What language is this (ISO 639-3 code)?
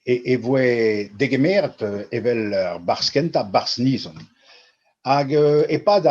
bre